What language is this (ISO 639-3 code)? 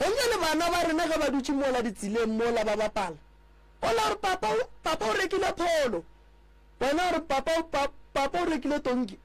nso